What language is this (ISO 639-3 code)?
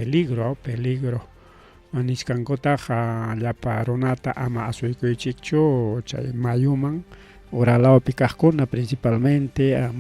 quy